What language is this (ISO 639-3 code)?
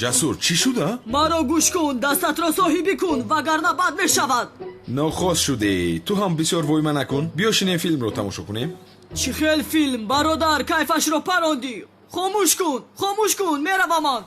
tgk